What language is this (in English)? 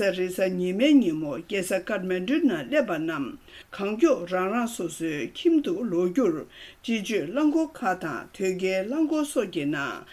Tibetan